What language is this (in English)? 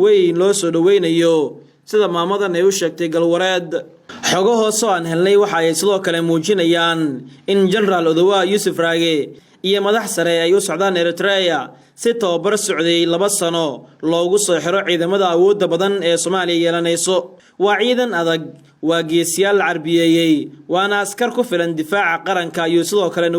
Somali